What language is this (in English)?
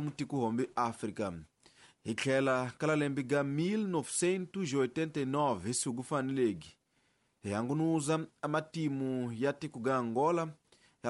Tsonga